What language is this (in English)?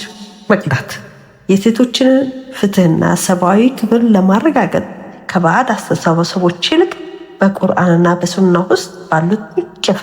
Amharic